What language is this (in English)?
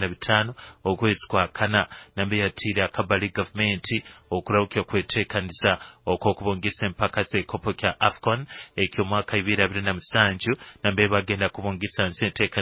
Nyoro